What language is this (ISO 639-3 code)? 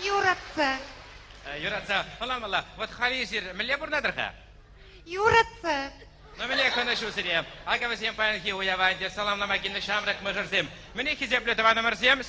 chv